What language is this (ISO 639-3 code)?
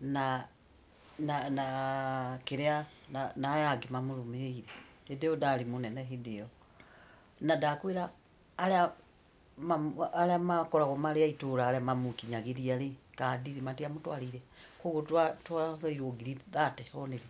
kik